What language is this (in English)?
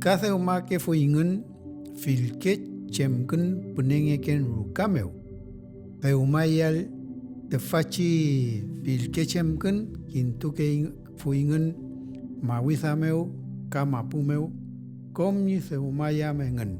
Mapuche